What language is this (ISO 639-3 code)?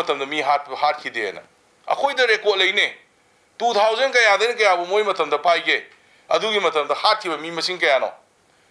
mni